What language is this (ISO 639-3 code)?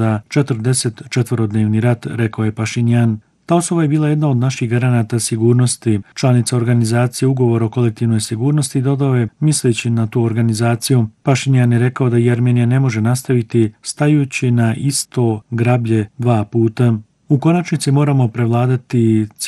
bos